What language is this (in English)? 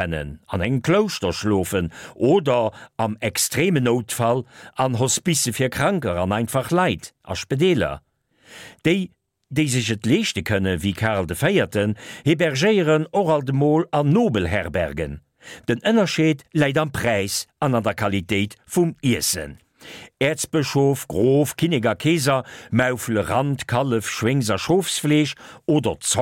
Luxembourgish